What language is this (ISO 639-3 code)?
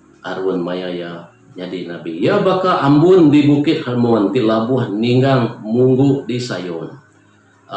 iba